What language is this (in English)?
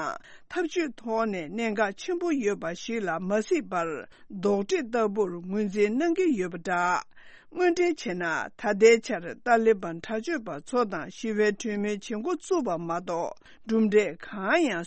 Tibetan